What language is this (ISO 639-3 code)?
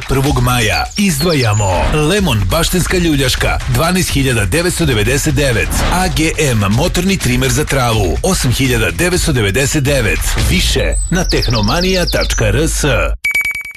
srp